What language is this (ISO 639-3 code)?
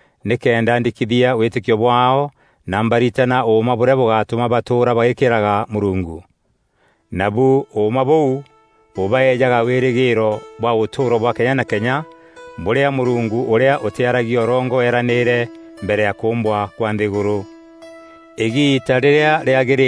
mer